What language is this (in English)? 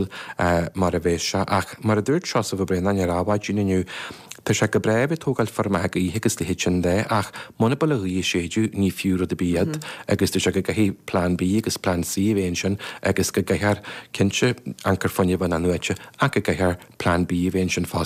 Irish